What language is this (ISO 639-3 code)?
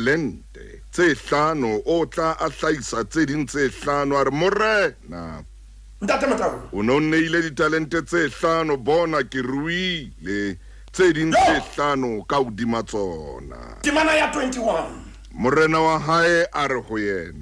sot